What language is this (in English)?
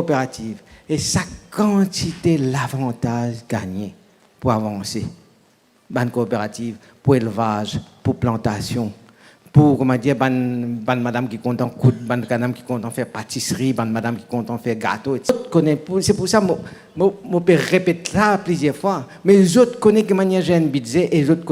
Morisyen